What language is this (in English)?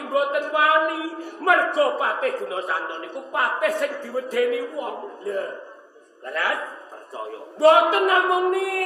Javanese